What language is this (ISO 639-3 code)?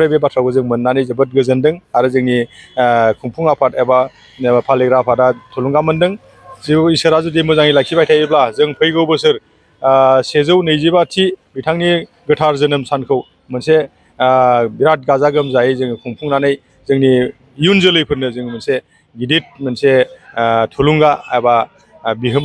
brx